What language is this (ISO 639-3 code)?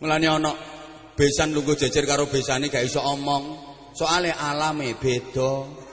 jav